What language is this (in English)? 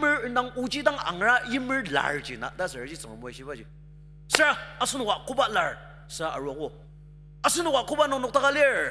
Ao Naga